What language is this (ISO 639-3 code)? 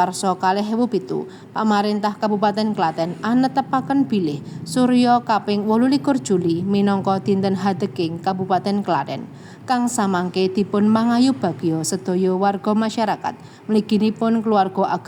jav